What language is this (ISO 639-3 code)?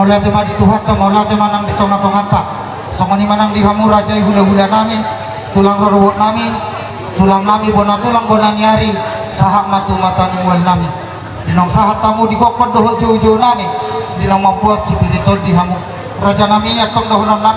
bbc